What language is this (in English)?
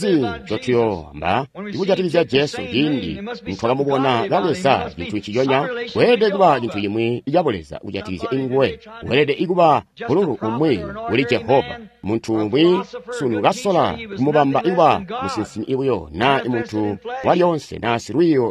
Tonga (Zambia)